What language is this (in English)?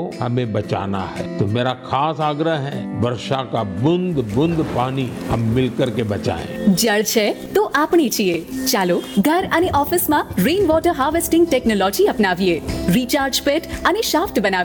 Gujarati